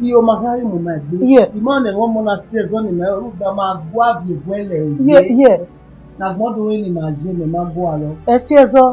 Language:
Bini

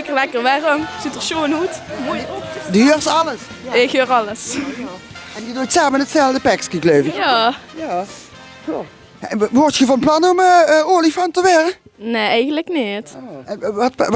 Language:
Limburgish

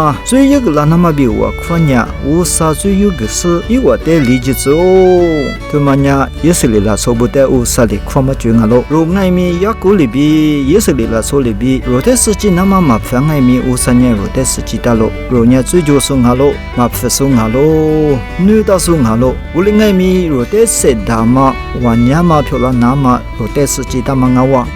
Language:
Lisu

